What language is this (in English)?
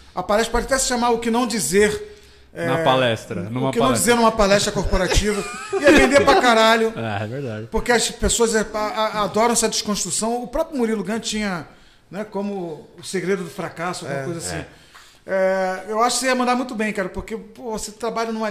Portuguese